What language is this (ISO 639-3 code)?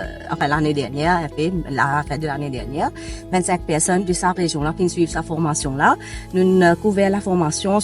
mfe